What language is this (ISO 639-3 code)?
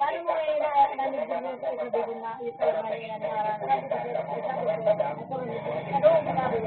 bik